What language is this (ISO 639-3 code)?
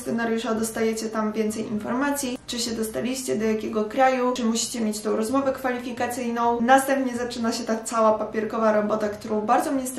pol